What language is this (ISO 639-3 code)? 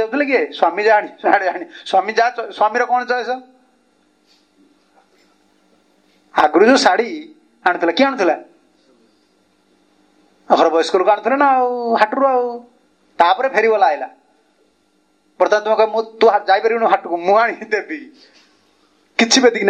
ori